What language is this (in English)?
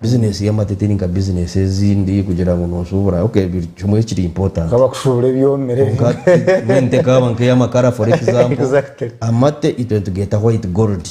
Nyankole